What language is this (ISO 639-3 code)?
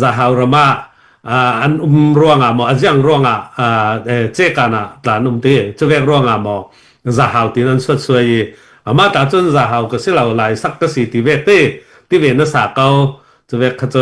cnh